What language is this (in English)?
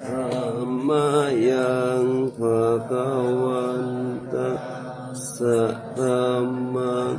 Pali